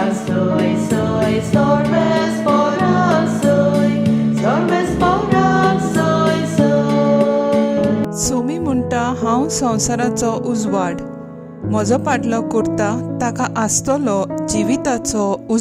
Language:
Konkani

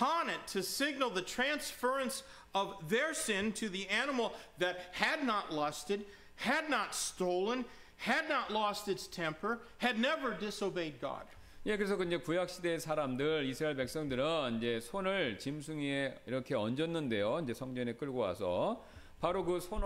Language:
Korean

